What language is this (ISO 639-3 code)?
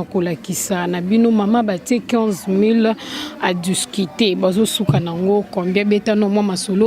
lin